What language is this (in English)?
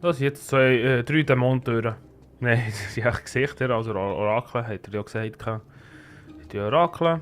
Swiss German